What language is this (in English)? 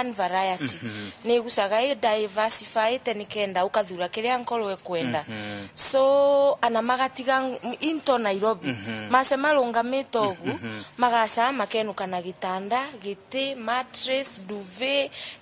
Meru